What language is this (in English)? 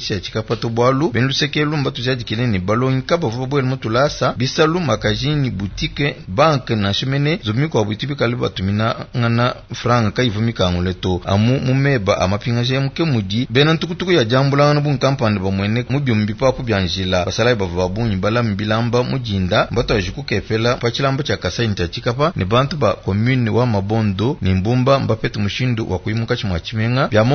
Luba-Lulua